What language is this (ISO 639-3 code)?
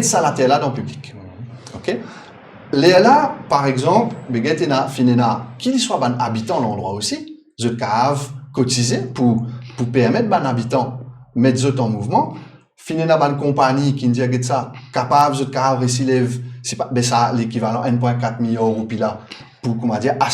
mfe